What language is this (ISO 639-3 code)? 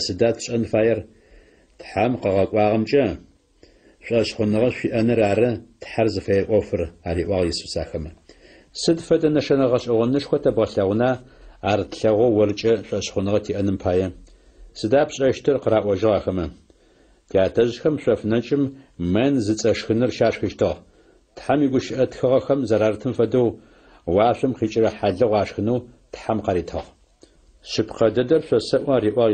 ady